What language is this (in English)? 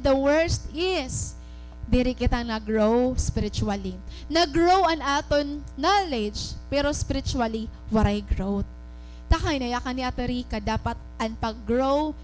Waray